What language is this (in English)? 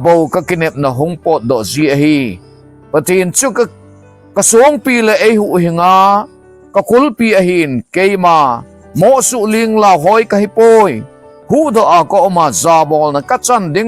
Thado Chin